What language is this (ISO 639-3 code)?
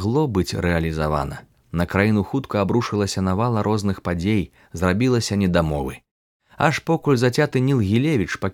bel